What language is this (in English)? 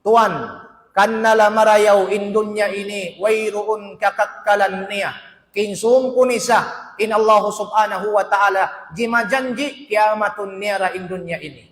Tausug